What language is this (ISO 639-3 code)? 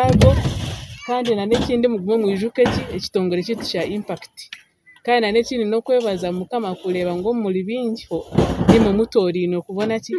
nyn